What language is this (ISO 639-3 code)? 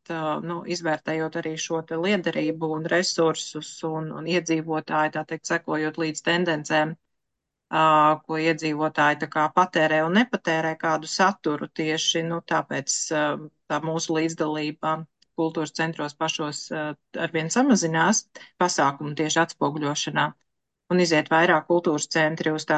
lav